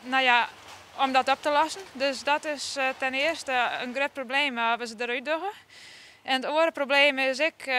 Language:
Western Frisian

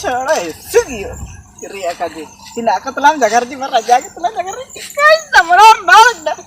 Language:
Ho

